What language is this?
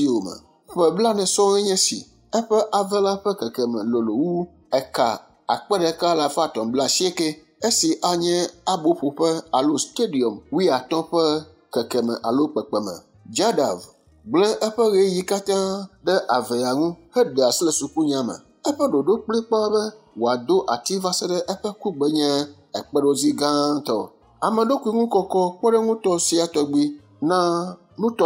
Ewe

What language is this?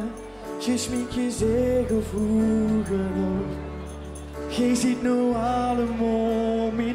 Limburgish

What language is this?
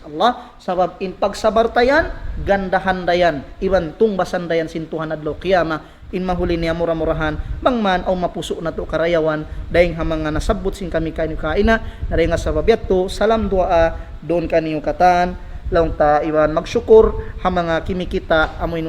Tausug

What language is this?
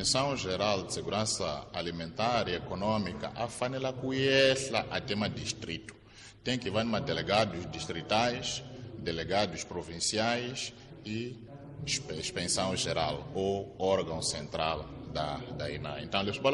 Tsonga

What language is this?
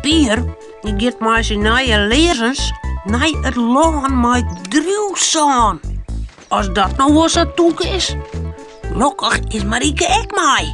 Western Frisian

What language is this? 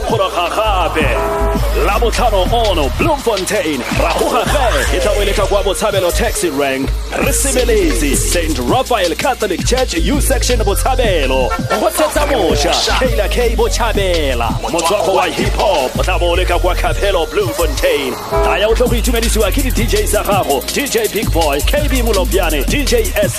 Tswana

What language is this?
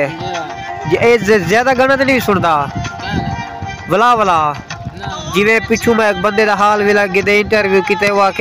Saraiki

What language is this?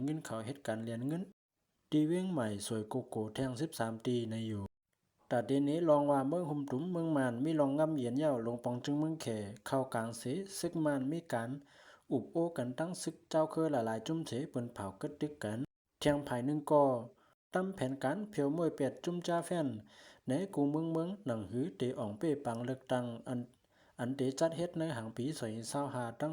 Shan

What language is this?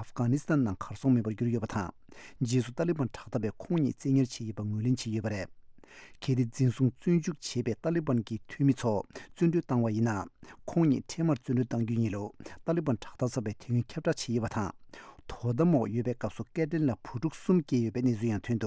Tibetan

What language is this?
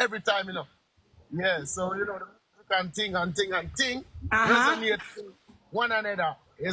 Jamaican Creole English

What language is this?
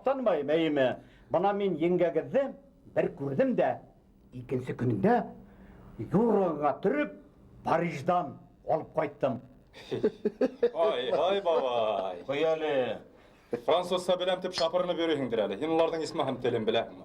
Bashkir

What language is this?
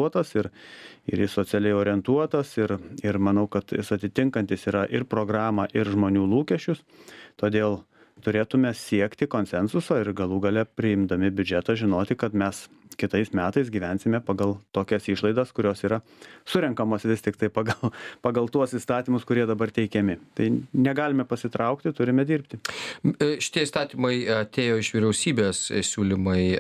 Lithuanian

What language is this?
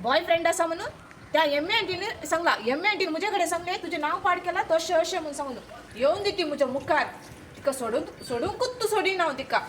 Konkani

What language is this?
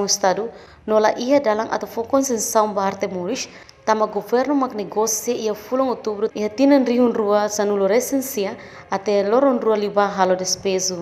Tetum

